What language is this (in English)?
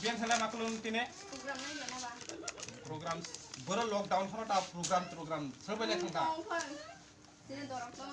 Kok Borok